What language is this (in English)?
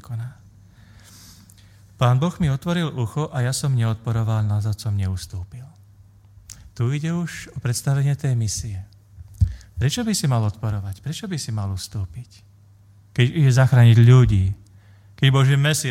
Slovak